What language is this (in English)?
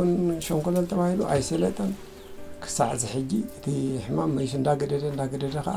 Tigrinya